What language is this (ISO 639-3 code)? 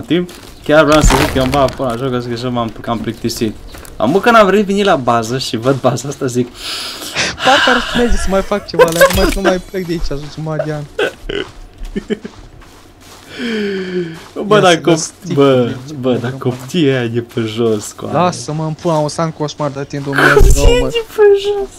ron